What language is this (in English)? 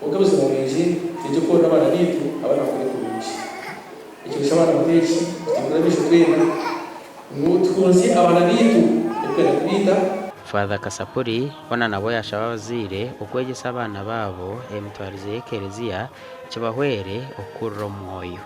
Nyankole